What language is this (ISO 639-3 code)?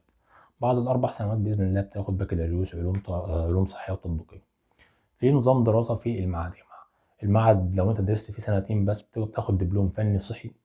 arz